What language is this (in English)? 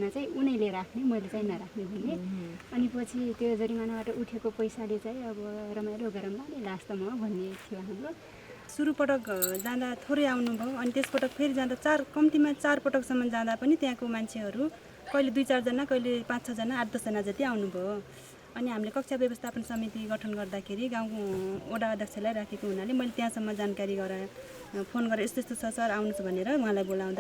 Nepali